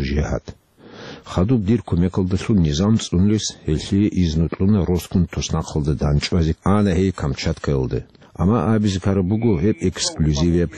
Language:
Avaric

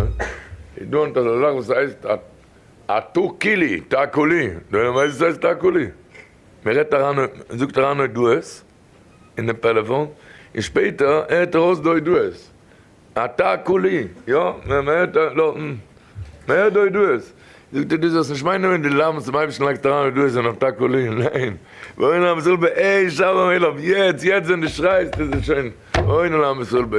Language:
Yiddish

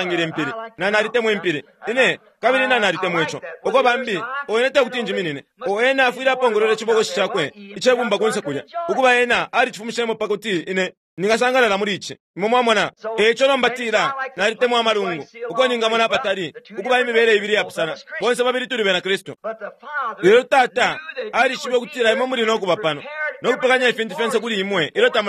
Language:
Bemba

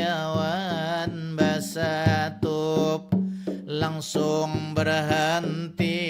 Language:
Banjar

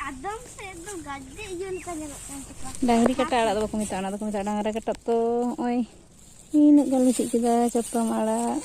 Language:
Santali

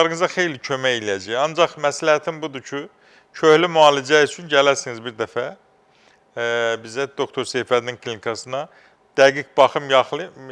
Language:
Azerbaijani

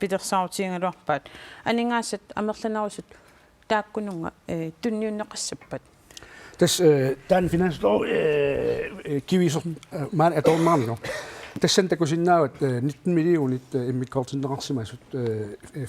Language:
Kalaallisut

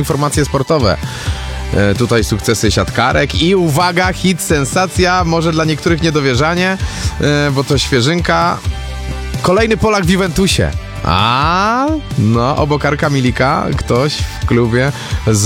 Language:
Polish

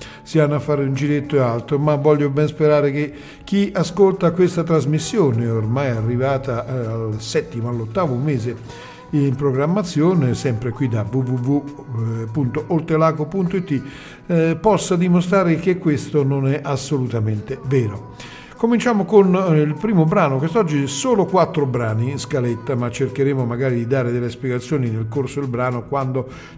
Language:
Italian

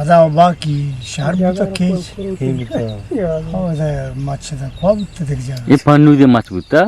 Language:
Eastern Balochi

